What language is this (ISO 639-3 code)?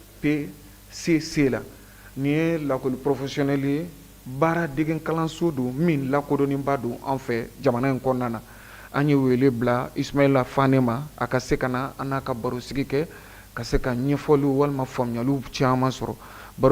bam